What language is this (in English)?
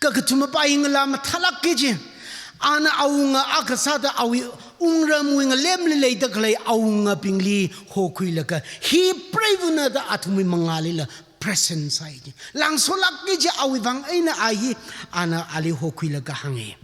Tangkhul Naga (India)